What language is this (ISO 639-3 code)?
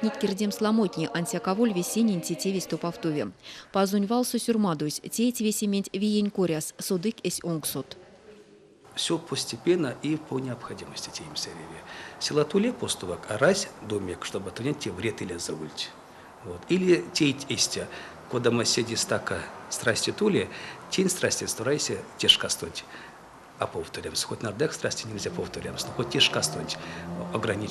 myv